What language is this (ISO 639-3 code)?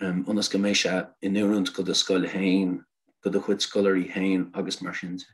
gle